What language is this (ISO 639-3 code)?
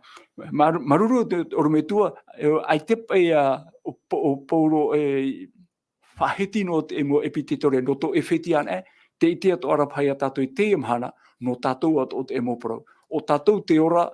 tah